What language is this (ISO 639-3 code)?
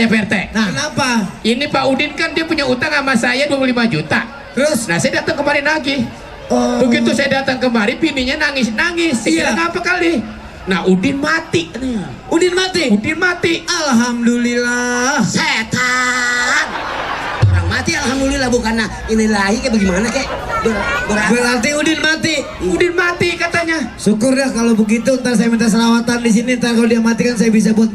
bew